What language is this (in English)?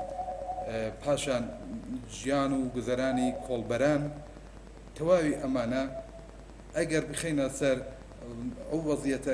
Central Kurdish